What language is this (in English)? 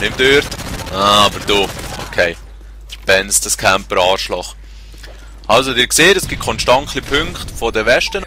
Swiss German